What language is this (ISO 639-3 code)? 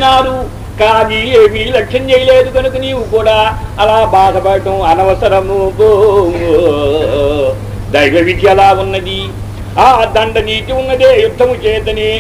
tel